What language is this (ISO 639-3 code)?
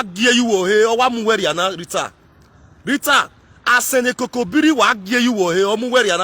pcm